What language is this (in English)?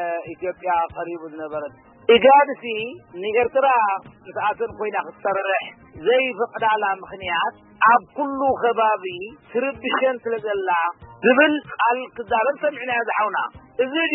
Tigrinya